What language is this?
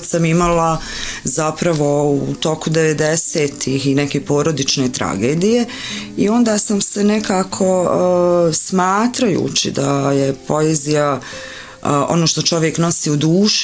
Bosnian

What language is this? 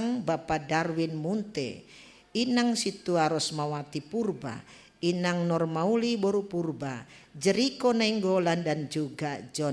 Batak Simalungun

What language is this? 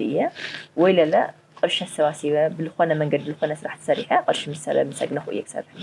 Tigrinya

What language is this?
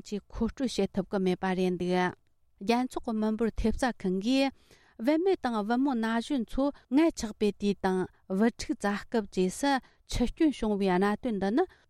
Tibetan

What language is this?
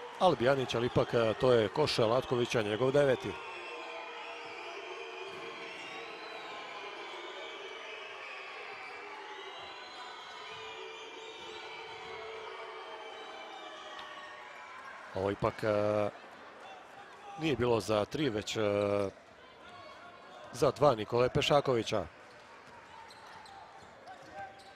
Croatian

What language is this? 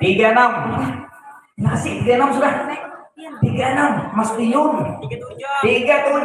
Banjar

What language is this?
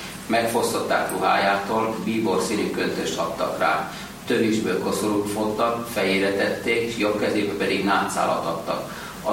Hungarian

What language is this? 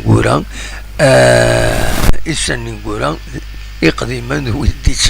Kabyle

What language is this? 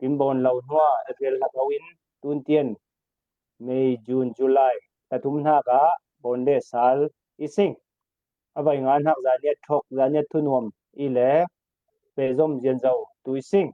Falam Chin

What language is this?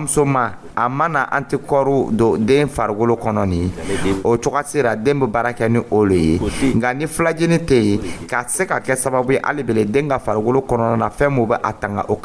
Dyula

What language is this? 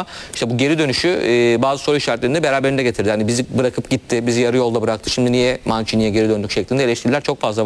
Turkish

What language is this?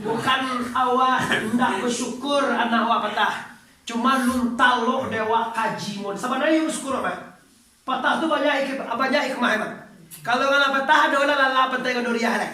Minangkabau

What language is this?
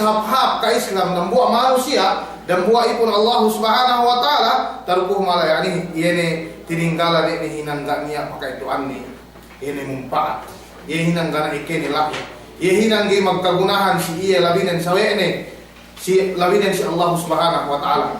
Yakan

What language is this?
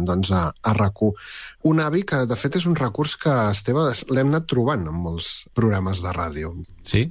Catalan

